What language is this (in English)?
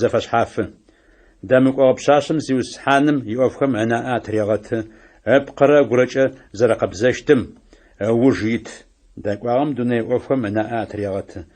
Adyghe